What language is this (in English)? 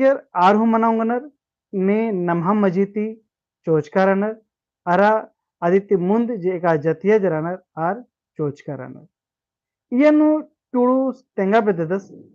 Kurukh